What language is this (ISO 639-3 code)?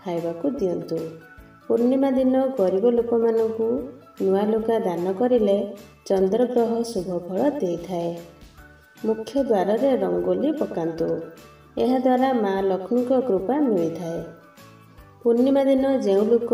ori